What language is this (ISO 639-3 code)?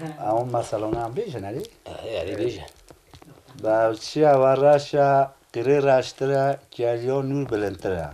kur